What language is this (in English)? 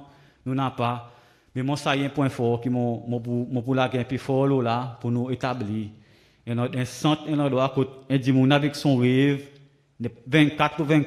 Seselwa Creole French